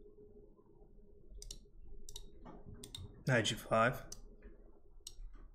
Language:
English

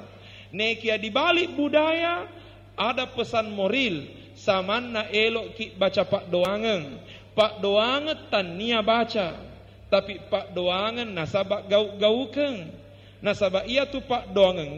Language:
Buginese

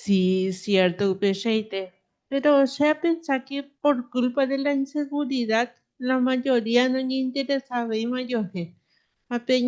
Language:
Guarani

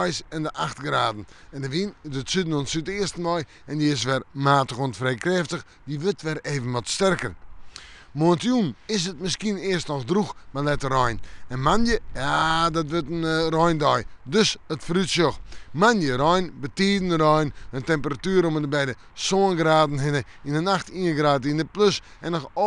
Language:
Western Frisian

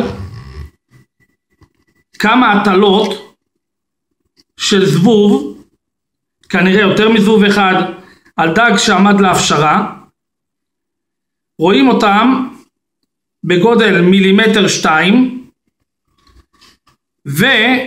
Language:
Hebrew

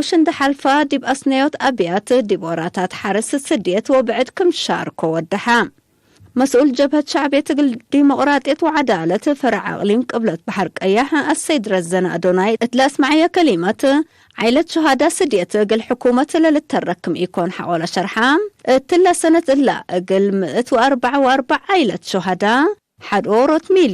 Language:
Tigre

